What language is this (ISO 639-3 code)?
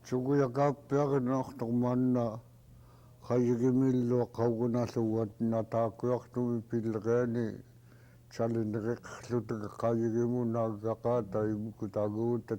esu